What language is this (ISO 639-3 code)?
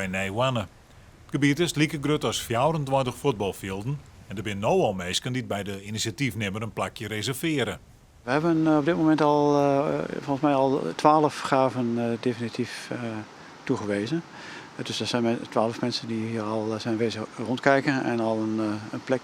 fry